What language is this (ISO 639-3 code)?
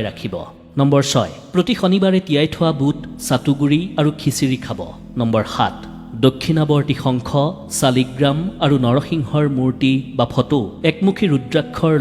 asm